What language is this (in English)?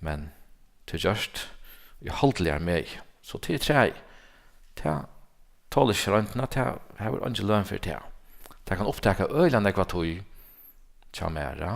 Faroese